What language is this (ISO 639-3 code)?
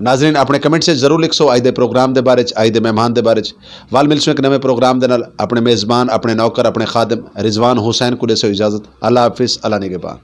lah